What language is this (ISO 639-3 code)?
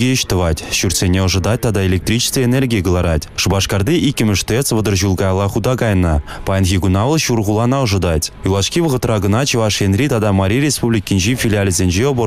chv